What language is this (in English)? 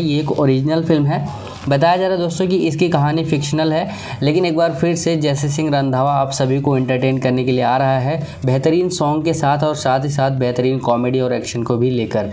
Hindi